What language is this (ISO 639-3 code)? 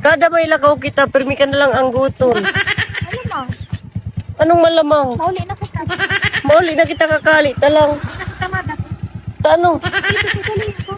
bik